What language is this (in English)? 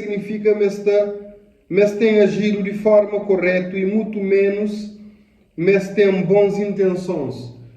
Kabuverdianu